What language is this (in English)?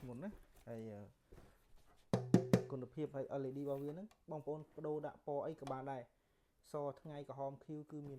Khmer